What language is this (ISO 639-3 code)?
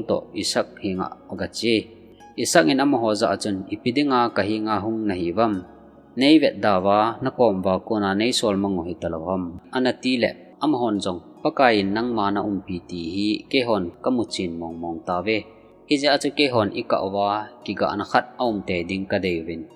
tcz